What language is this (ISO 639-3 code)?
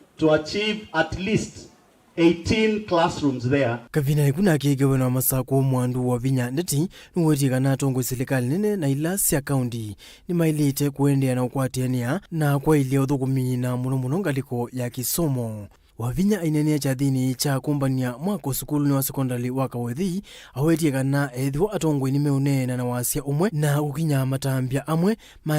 kam